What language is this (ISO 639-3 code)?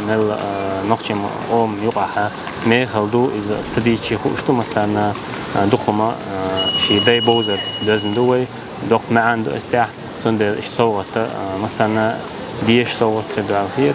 che